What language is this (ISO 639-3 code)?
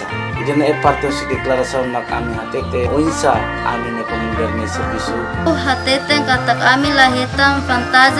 tet